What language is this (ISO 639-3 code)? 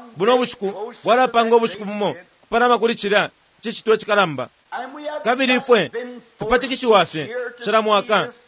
bem